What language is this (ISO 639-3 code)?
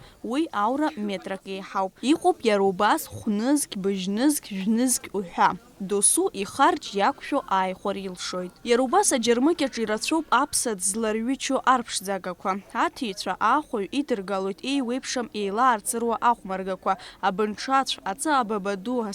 abk